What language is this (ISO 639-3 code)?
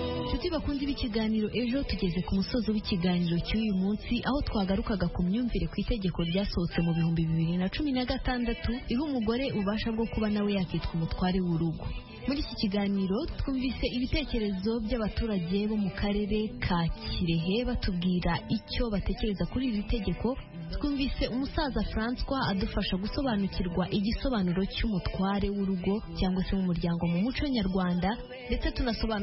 kin